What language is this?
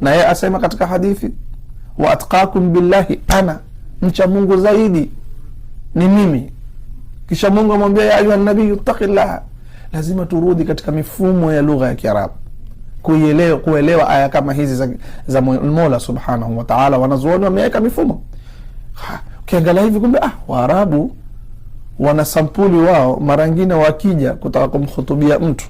Swahili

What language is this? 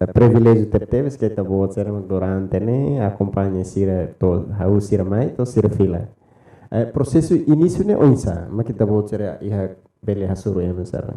Tetum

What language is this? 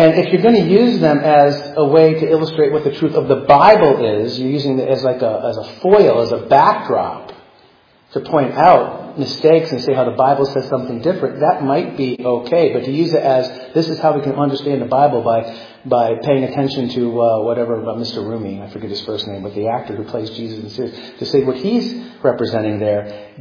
English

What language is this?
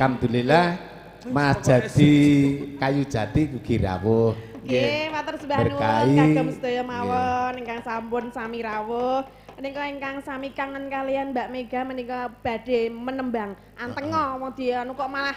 Javanese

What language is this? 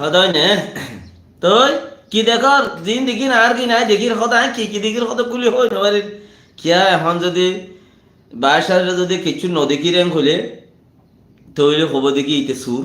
Rohingya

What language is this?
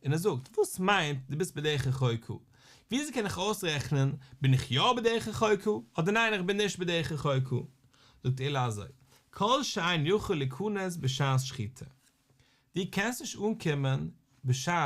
Yiddish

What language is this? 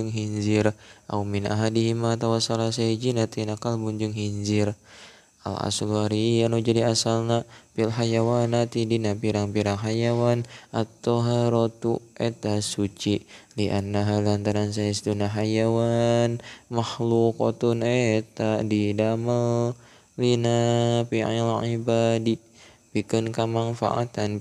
Sundanese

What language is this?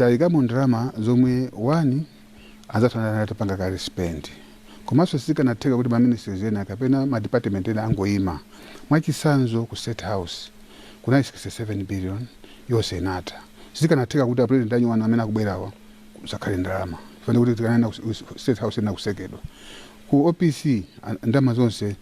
Nyanja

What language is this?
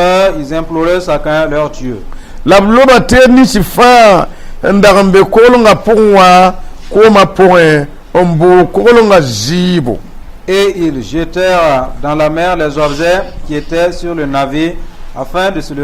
Mossi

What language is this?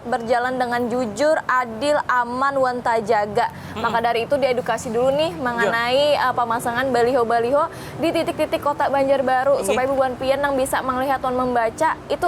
Banjar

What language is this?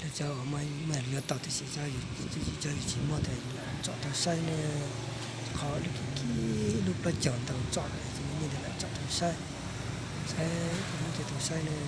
Hmong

